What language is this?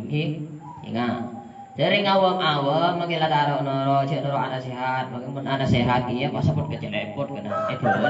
Madurese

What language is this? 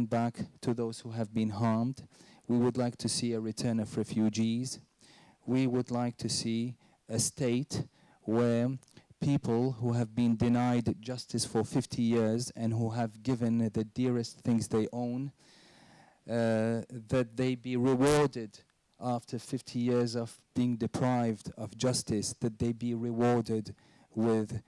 English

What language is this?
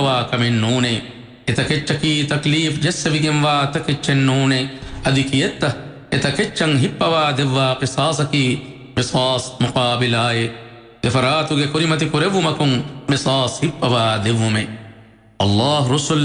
Divehi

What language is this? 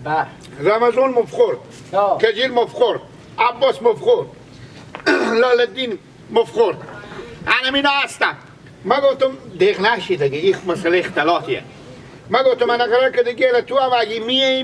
Persian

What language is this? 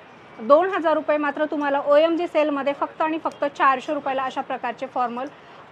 Marathi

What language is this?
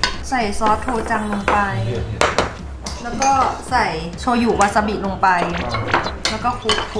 Thai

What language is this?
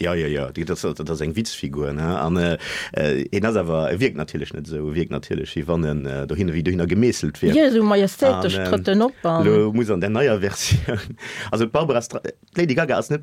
Luxembourgish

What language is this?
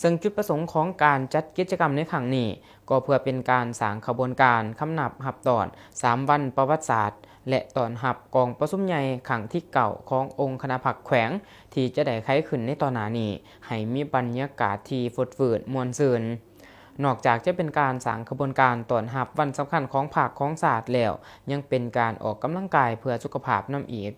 Lao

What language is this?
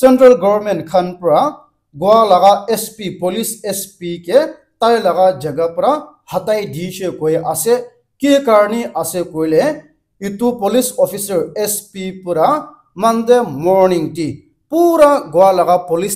Naga Pidgin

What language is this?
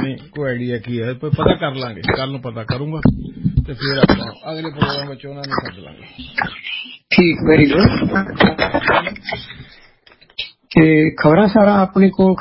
Punjabi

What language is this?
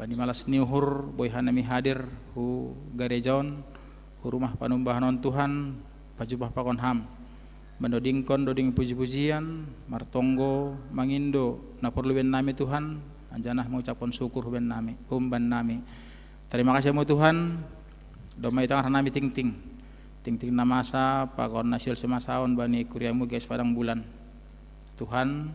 Batak Simalungun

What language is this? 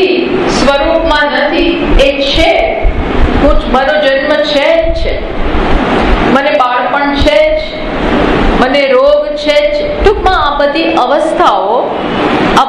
Gujarati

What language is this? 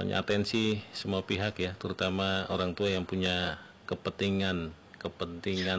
Indonesian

